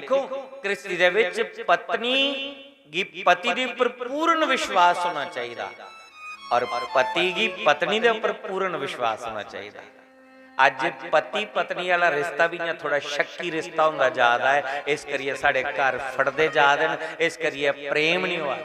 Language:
Dogri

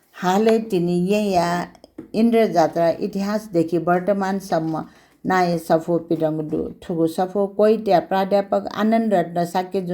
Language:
Newari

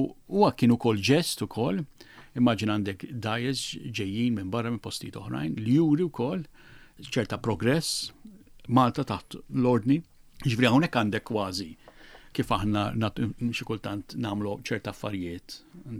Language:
Maltese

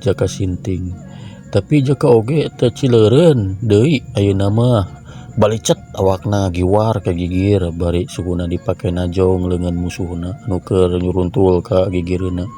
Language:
Sundanese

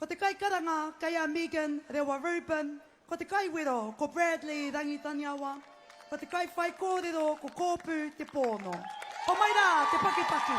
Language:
Māori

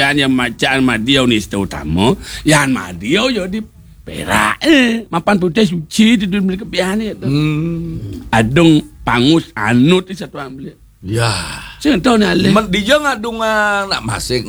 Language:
Balinese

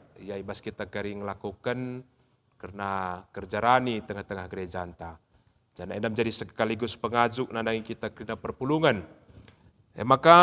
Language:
Batak Karo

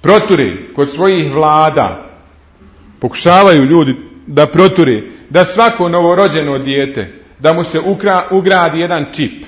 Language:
Bosnian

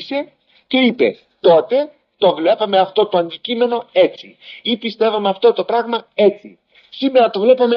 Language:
Greek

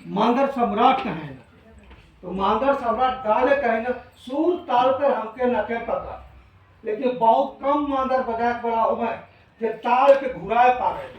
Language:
Sadri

